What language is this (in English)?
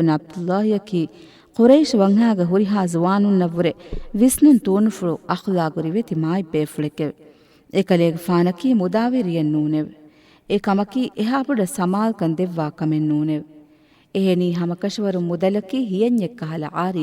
Divehi